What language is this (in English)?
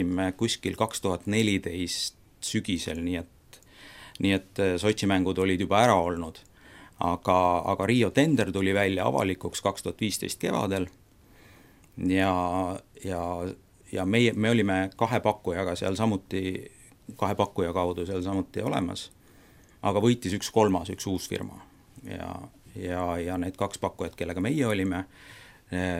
Estonian